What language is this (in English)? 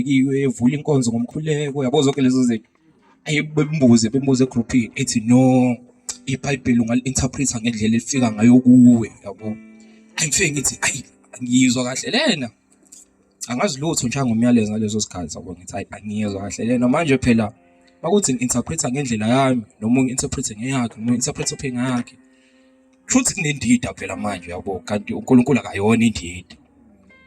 Zulu